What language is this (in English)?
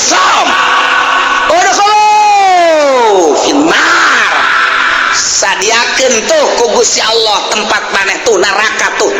Sundanese